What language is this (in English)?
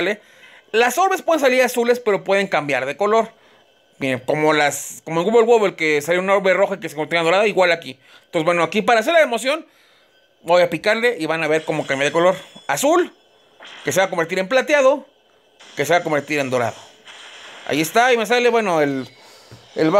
Spanish